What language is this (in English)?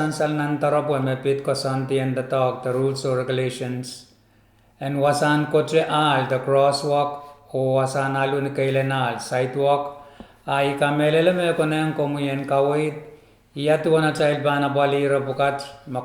Pohnpeian